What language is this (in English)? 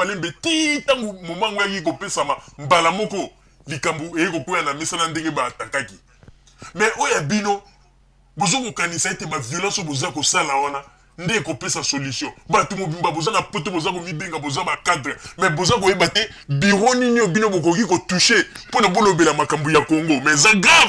Lingala